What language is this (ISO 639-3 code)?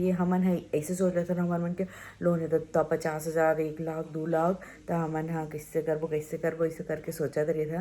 hne